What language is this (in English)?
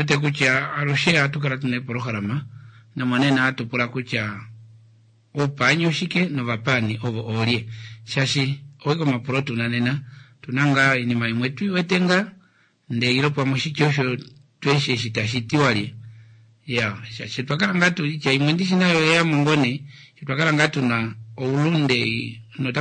Kuanyama